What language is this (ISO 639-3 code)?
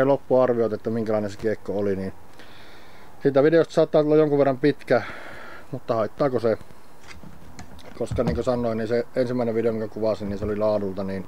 fin